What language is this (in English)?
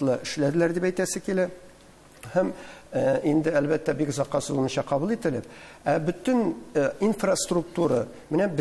Tatar